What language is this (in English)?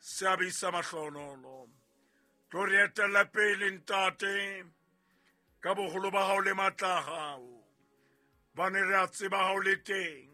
Southern Sotho